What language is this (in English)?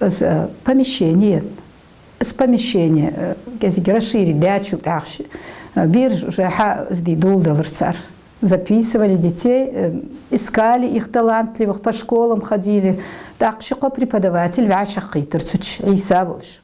Ingush